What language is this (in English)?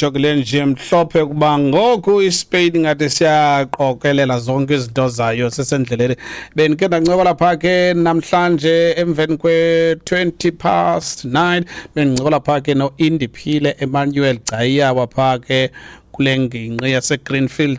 Xhosa